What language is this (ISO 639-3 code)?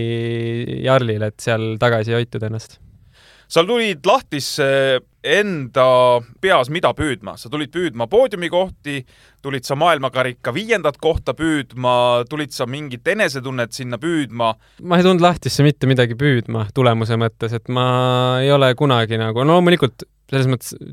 est